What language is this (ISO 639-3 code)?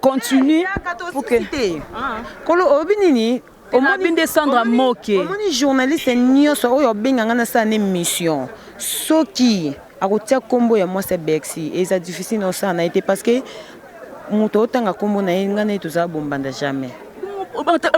lin